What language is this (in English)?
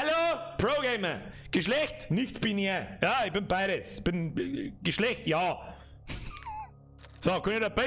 Bavarian